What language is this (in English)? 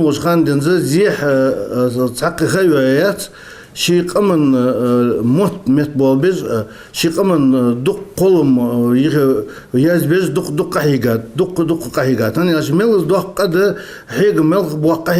Ingush